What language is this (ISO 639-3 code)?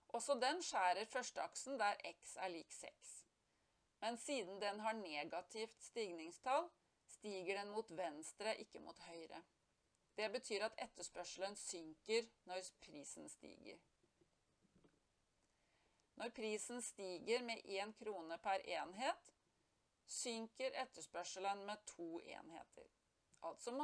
nor